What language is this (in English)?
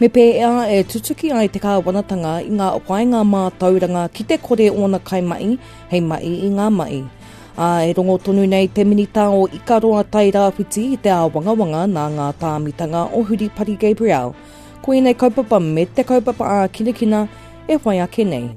Māori